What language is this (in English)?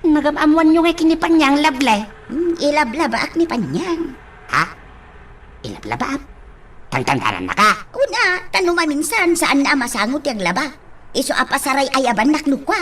Iloko